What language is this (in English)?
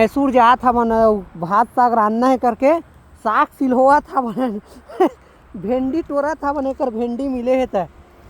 Chhattisgarhi